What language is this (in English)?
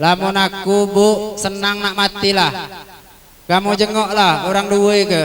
Musi